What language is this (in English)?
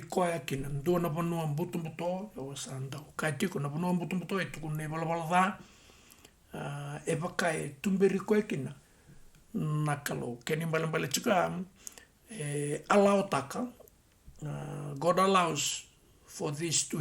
Fijian